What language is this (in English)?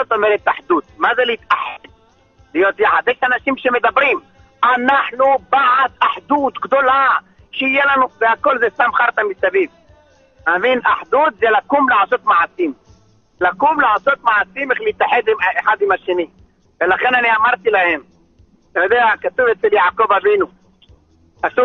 Hebrew